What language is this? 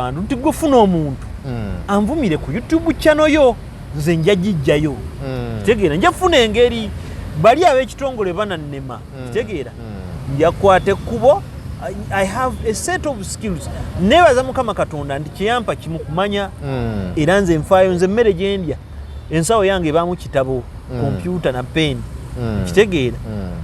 Ganda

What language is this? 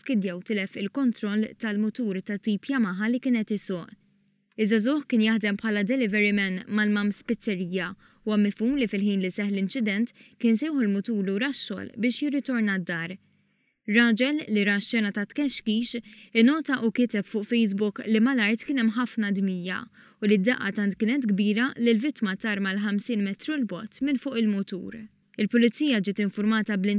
Maltese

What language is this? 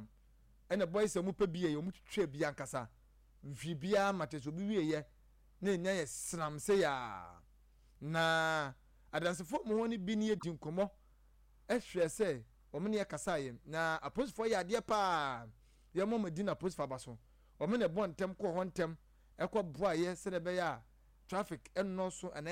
Akan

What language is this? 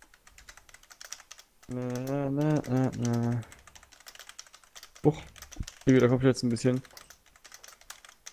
German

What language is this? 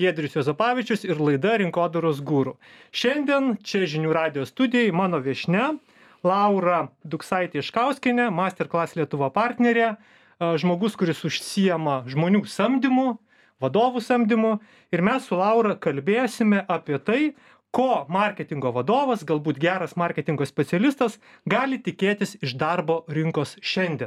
Lithuanian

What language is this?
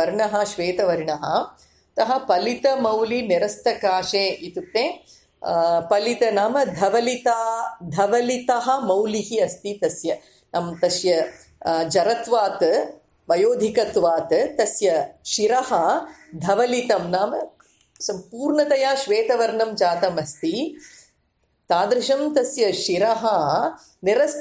Sanskrit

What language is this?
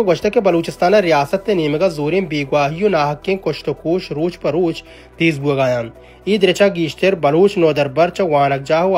Baluchi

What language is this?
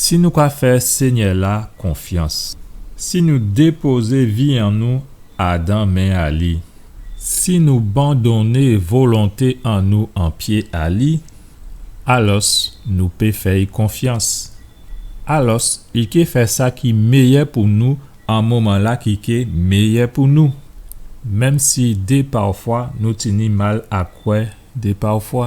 Guadeloupean Creole French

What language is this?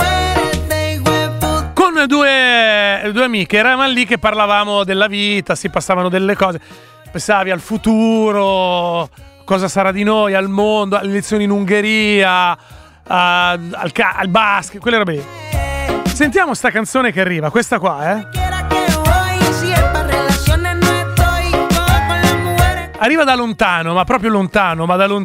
Italian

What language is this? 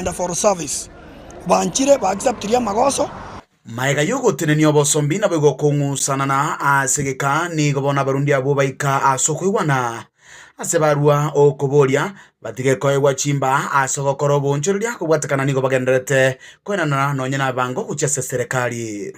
Gusii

